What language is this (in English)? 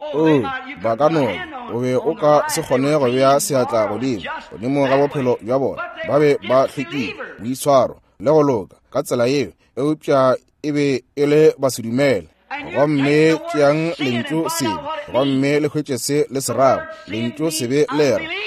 Northern Sotho